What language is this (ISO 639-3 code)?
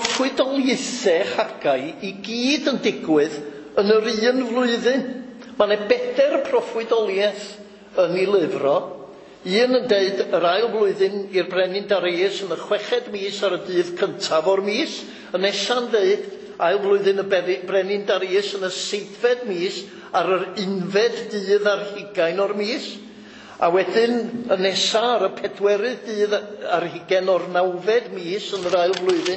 cym